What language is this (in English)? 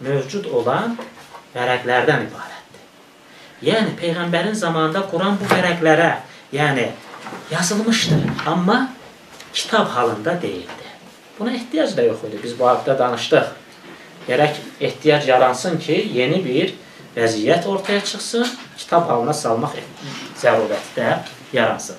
Azerbaijani